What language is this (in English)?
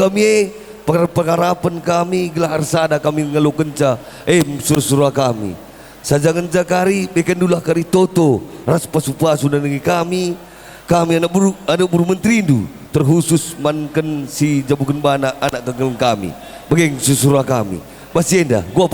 Batak Karo